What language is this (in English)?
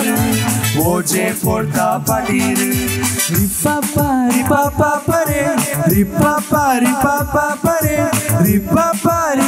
Konkani